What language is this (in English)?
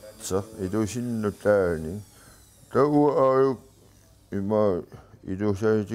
Kalaallisut